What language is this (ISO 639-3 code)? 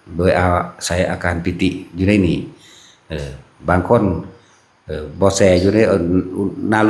lao